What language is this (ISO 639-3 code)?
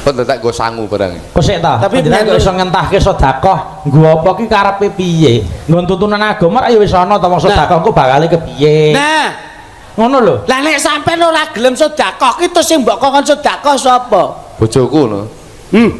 jav